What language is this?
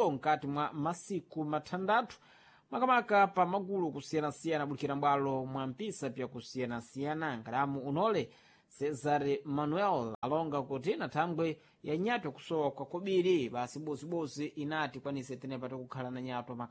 Sena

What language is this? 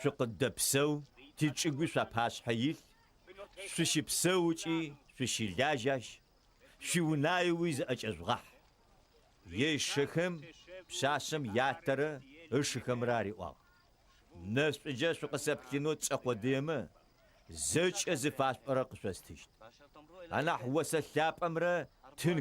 Adyghe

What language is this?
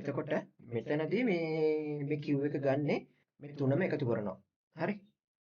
Sinhala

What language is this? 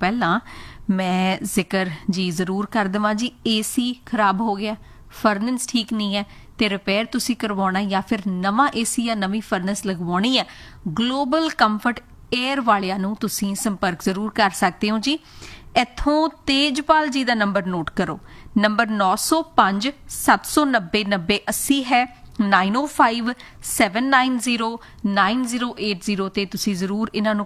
Punjabi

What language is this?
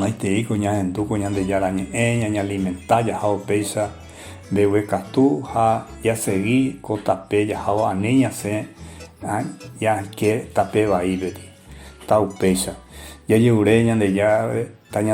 Guarani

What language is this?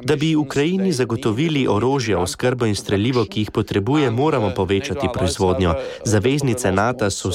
Slovenian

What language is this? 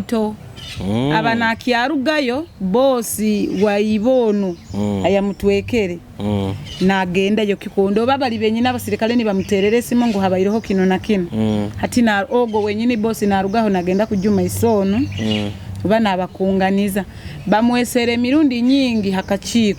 Nyoro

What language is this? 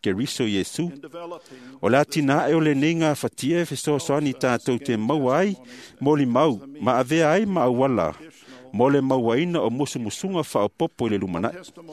Samoan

